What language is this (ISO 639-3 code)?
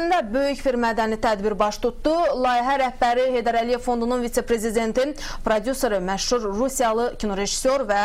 aze